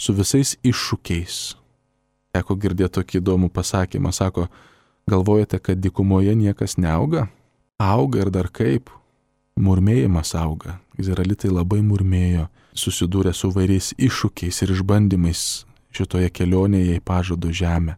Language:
Lithuanian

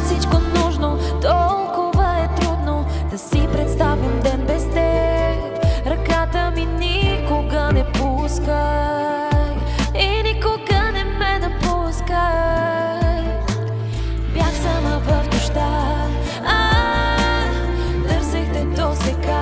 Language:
Bulgarian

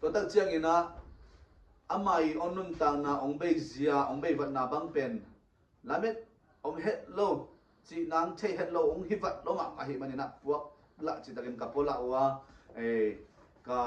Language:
Tedim Chin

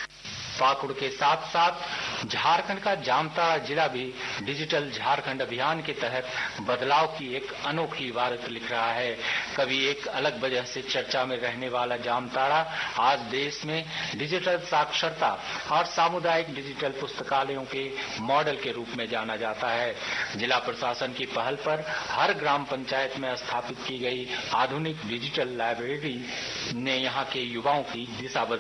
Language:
Hindi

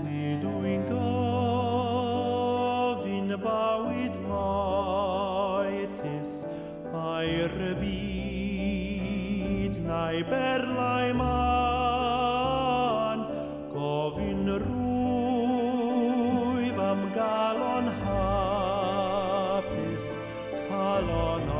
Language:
Welsh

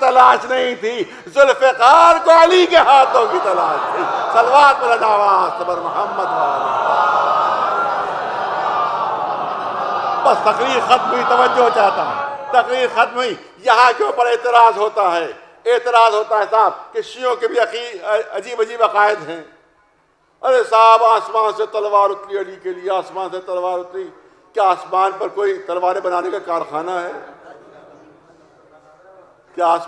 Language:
Urdu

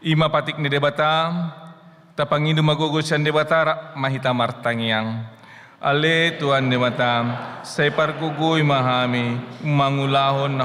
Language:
Batak Toba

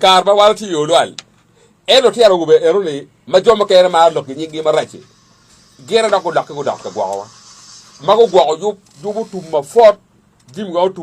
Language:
Acoli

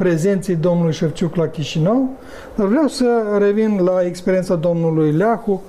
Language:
Romanian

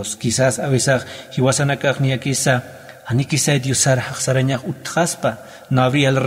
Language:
Aymara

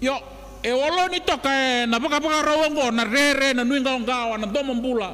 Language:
Fijian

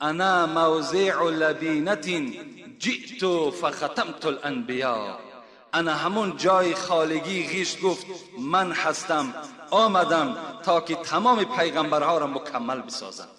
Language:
Tajik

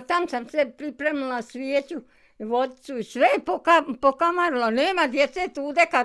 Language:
Bosnian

